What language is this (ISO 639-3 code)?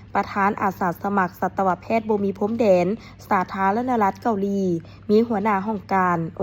lao